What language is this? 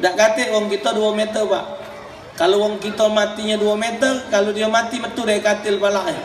Musi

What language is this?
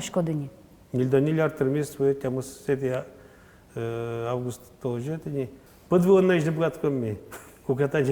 Udmurt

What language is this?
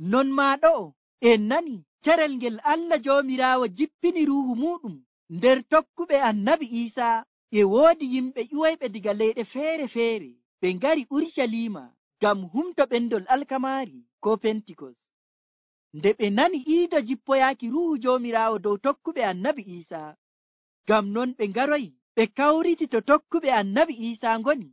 Nigerian Fulfulde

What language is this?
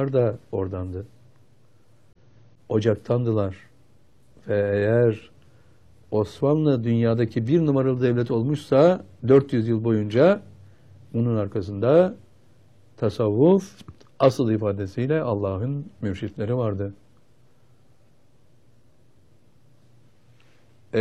Turkish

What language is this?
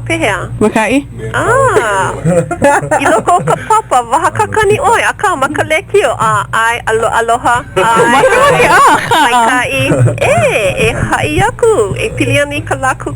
Hawaiian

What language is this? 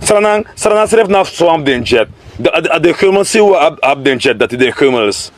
Sranan Tongo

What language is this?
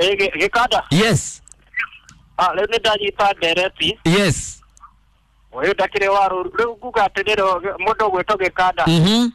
Kikuyu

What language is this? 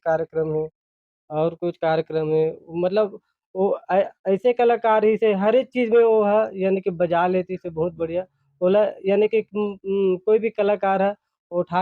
Chhattisgarhi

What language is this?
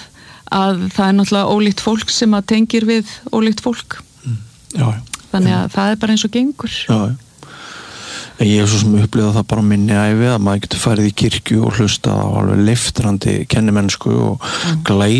Icelandic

